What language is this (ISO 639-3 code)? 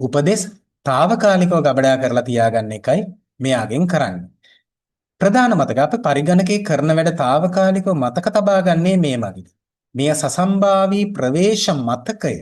sin